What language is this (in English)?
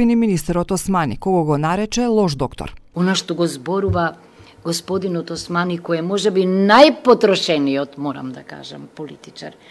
Macedonian